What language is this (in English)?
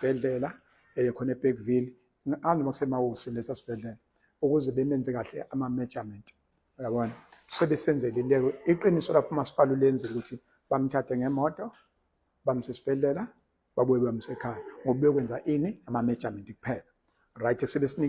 Zulu